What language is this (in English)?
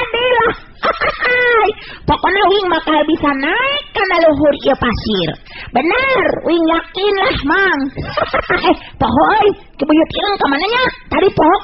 Sundanese